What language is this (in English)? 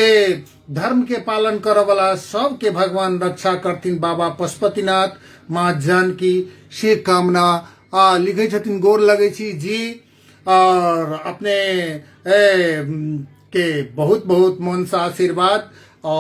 Maithili